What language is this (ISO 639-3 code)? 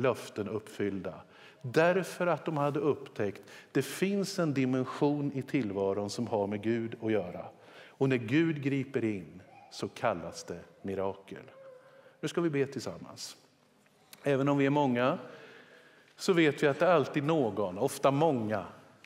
swe